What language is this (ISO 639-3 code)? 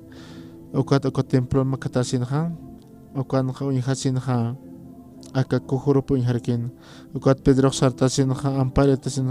aym